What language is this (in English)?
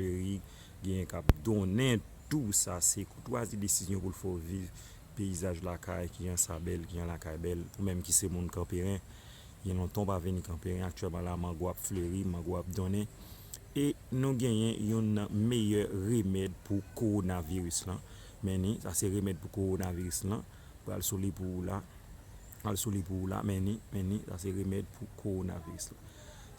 Haitian Creole